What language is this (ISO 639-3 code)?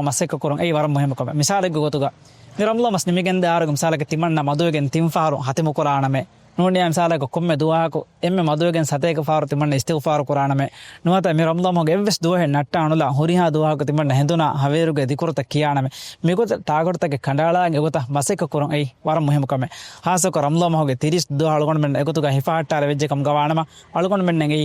div